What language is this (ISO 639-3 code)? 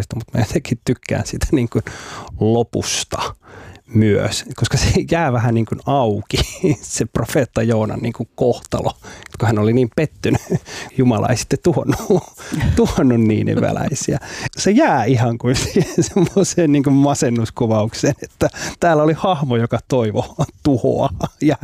fin